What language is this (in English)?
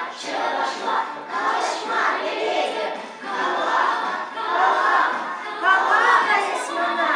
Chuvash